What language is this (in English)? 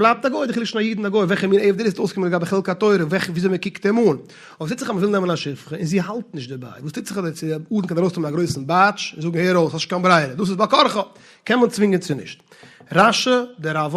Yiddish